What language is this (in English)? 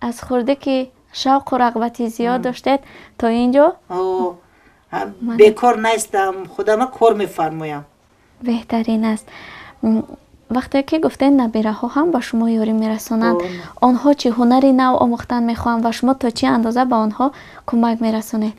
Tajik